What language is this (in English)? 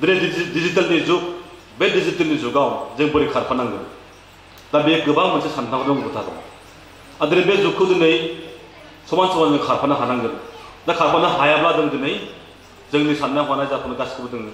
Bodo